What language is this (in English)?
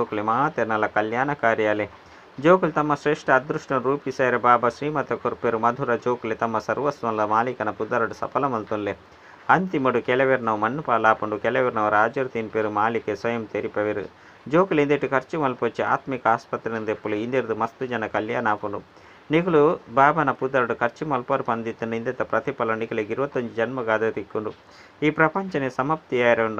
Tulu